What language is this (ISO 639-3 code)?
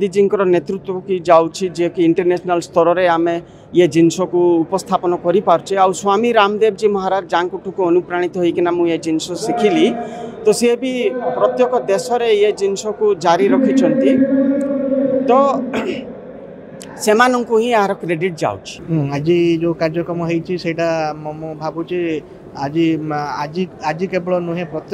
ori